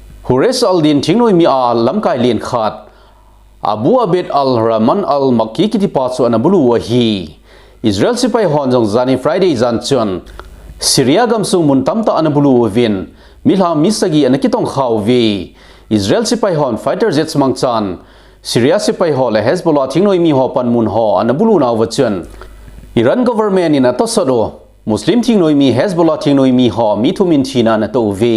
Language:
Thado Chin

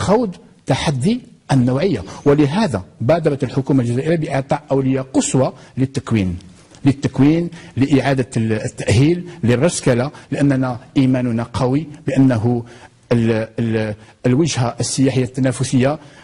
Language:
Arabic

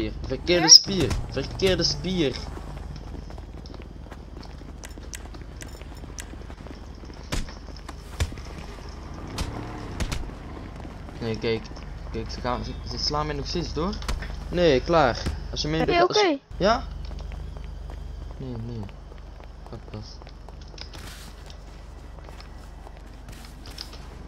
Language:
Dutch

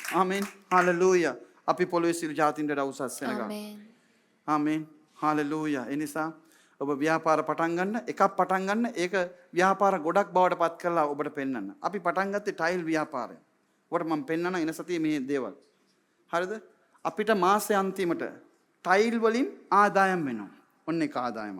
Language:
Sinhala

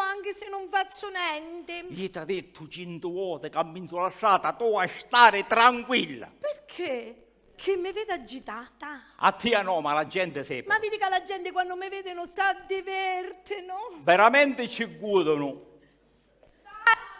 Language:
Sicilian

